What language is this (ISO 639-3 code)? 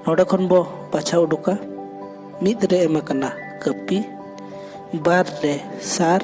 sat